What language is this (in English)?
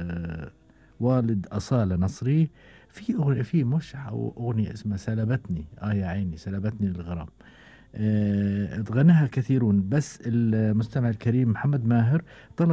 Gulf Arabic